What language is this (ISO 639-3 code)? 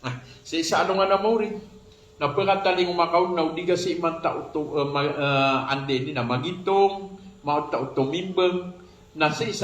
mrw